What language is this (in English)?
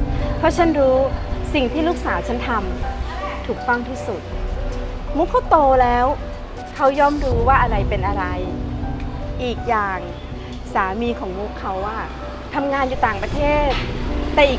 Thai